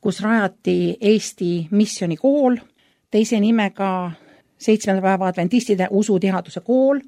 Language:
Estonian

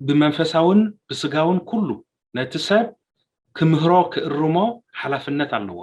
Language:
Tigrinya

